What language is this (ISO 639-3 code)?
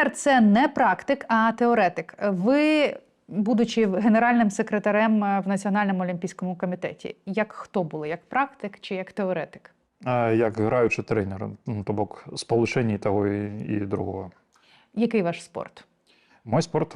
bel